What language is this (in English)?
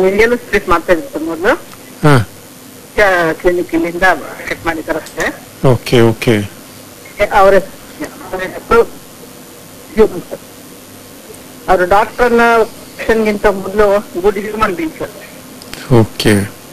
Kannada